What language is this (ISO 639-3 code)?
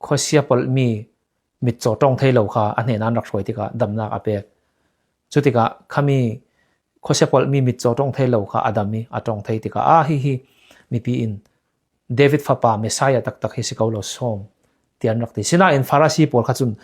cfm